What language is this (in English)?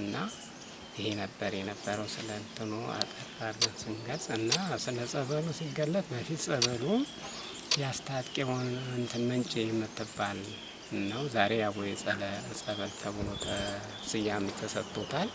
Amharic